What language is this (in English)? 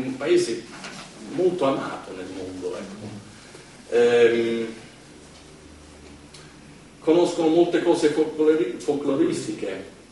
Italian